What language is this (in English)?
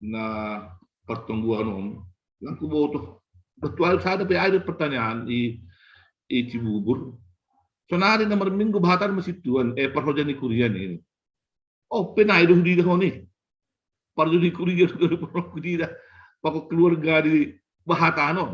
Batak Simalungun